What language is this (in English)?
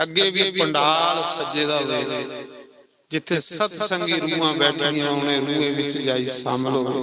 Dogri